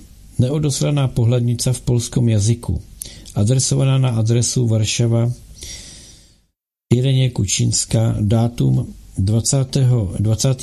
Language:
Czech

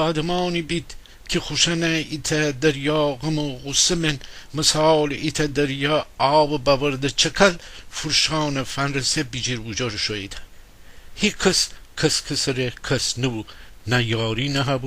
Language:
Gilaki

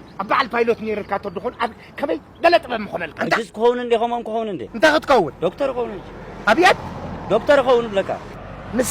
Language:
Tigrinya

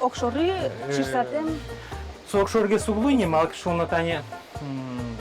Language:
Udmurt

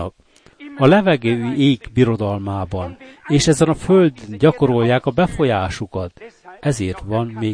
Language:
Hungarian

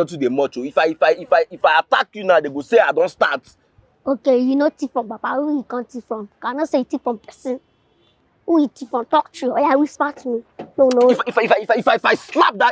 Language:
Nigerian Pidgin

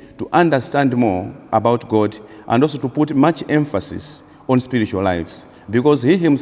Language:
English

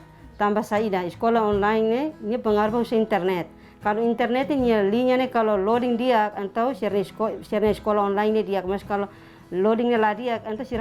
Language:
Tetum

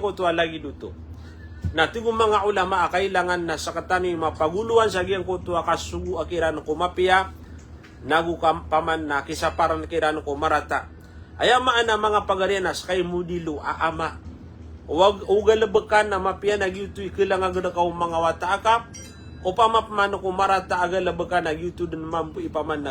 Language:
Maranao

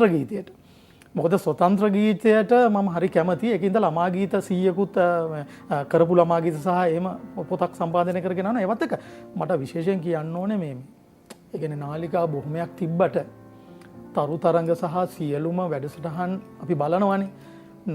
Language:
Sinhala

